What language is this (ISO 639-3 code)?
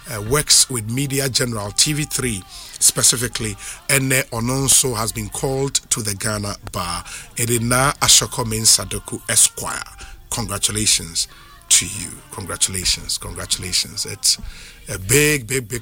eng